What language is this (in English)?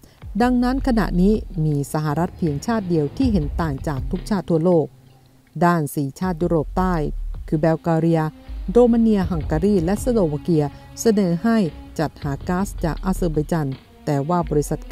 Thai